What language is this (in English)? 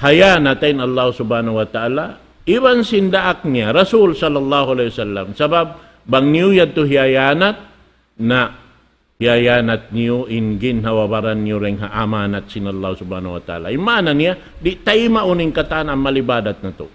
Tausug